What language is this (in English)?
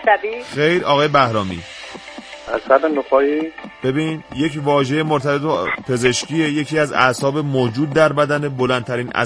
Persian